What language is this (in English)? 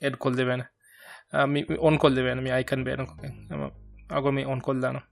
Divehi